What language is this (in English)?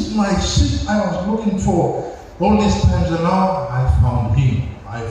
Tok Pisin